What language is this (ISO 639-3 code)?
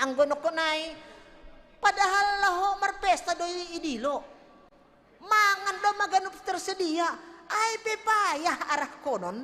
bts